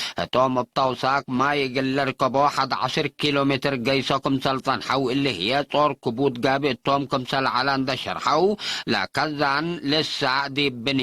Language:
Tigre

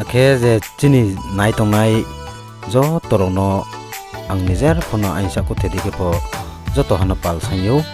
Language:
Riang (India)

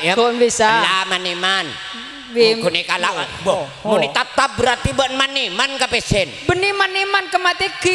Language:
Madurese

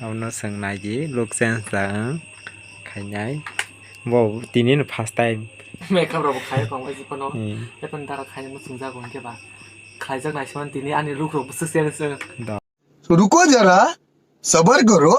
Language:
Kok Borok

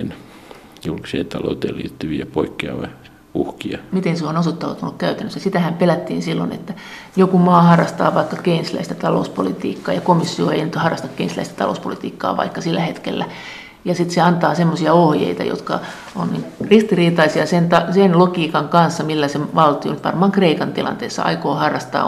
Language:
Finnish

